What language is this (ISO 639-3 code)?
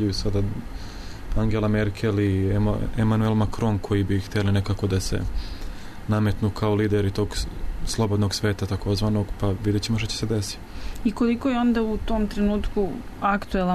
srp